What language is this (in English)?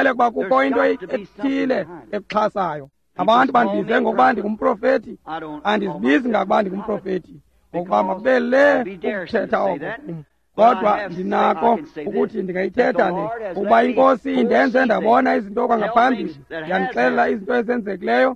Xhosa